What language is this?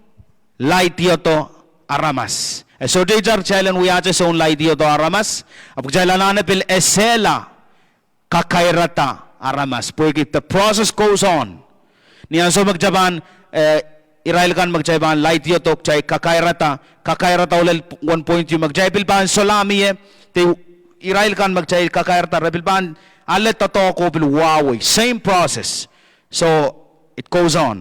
Pohnpeian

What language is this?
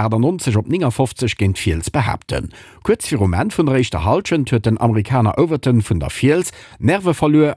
Luxembourgish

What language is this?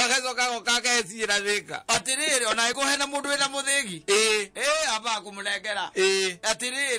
Kikuyu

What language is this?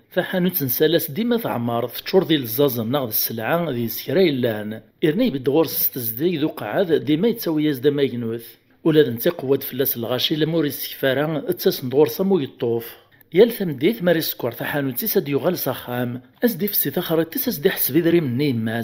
Kabyle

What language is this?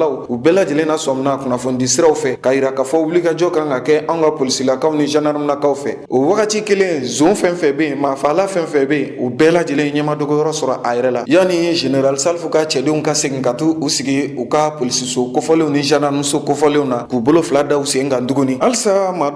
Bambara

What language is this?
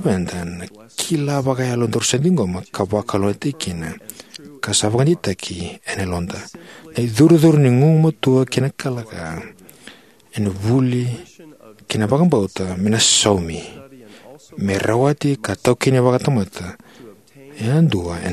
Fijian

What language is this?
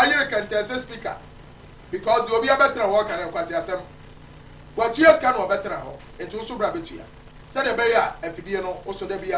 Akan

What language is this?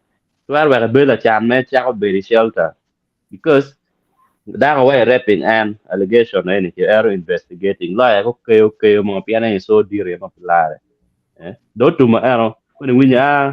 Acoli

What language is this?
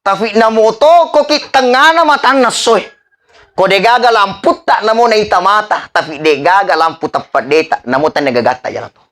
Buginese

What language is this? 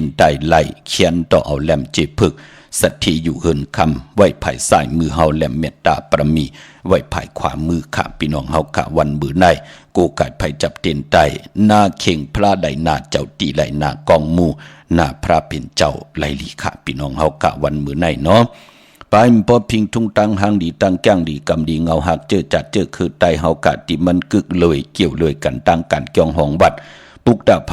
Shan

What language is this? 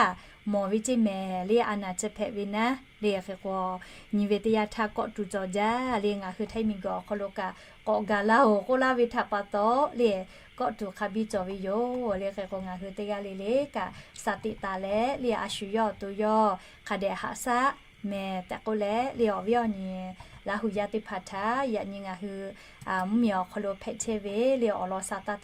Lahu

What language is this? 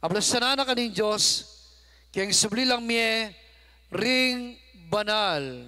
Pampanga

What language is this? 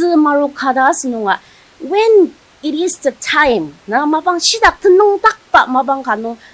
Ao Naga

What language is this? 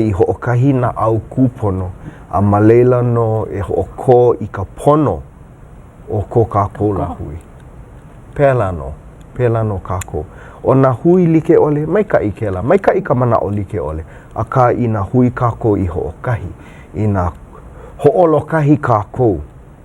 Hawaiian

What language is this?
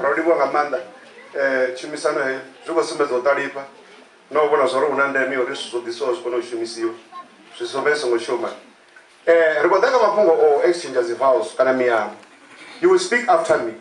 Venda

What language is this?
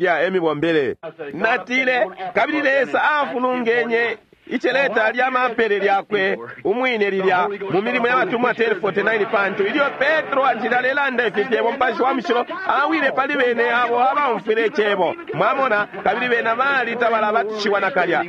Bemba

